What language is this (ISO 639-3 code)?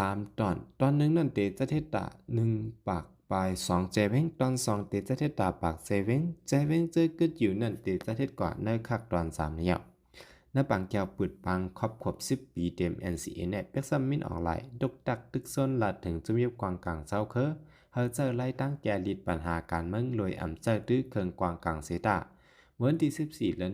shn